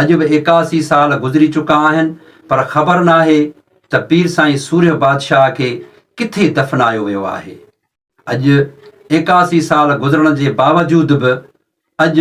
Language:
Sindhi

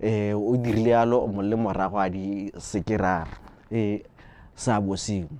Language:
Tswana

